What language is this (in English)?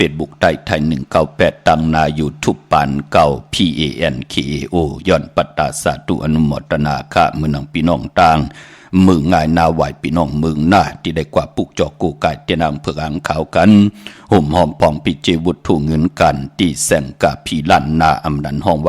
Shan